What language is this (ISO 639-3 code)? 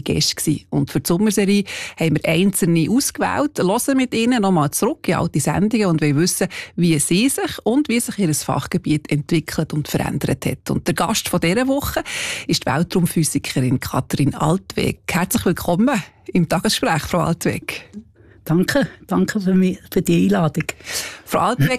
deu